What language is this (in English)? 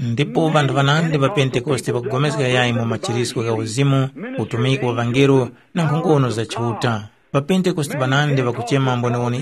Tumbuka